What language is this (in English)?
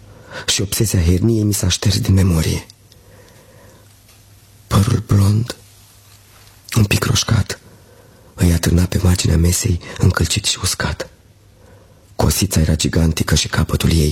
Romanian